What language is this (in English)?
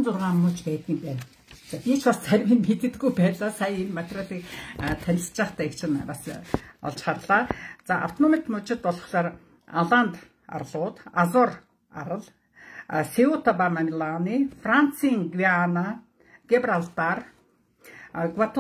Mongolian